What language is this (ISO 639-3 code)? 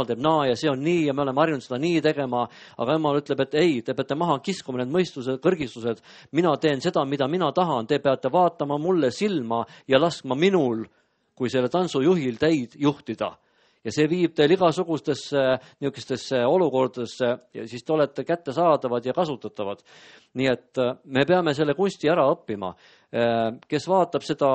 est